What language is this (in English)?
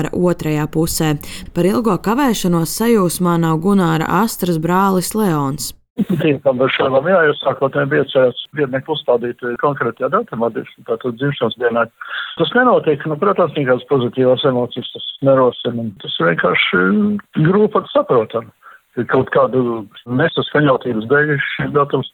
Latvian